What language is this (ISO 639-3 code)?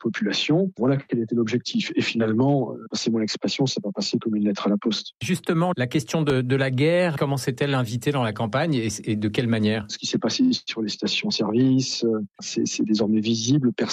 fra